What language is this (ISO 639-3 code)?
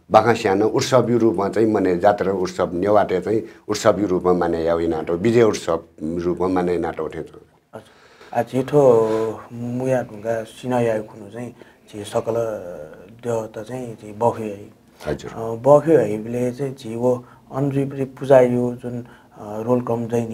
new